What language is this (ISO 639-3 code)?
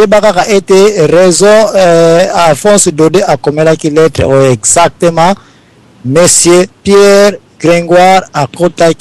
lin